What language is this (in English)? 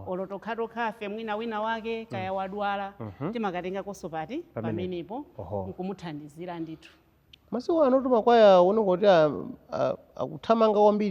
Nyanja